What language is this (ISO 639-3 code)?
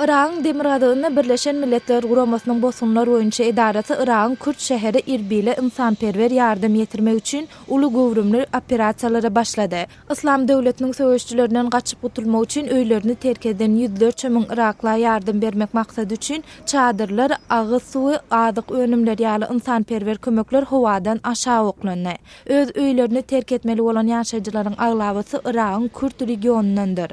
tuk